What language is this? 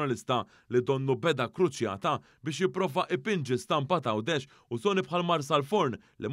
Maltese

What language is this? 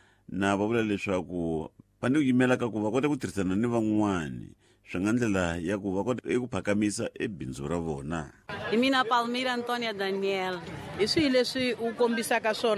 Tsonga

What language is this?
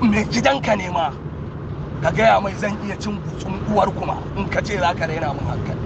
Hausa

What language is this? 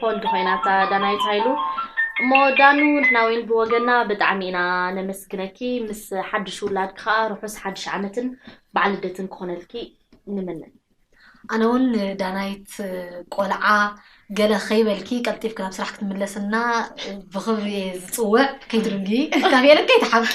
Tigrinya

